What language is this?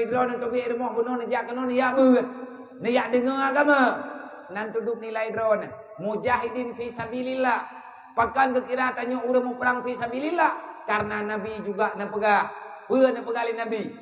Achinese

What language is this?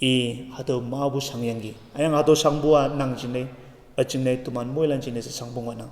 Konyak Naga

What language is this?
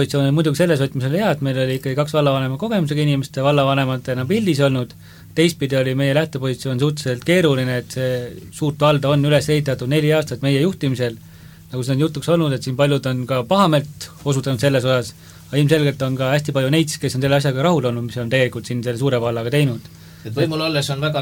Estonian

